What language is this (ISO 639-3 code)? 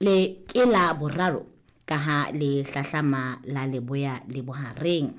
sot